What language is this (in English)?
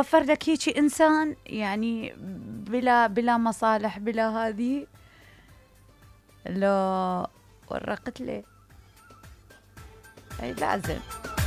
Mesopotamian Arabic